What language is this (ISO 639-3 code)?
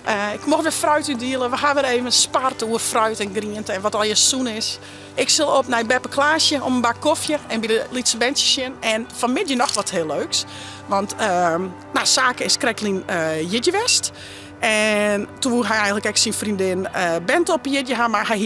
fry